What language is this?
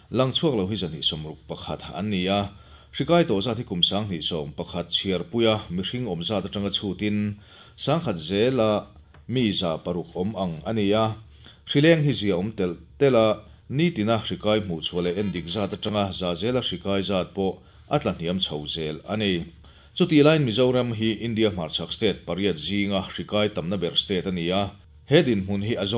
Mizo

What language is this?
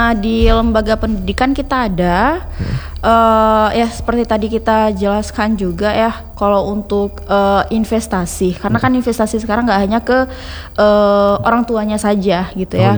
Indonesian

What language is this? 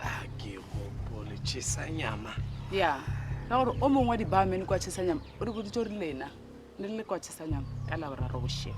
Northern Sotho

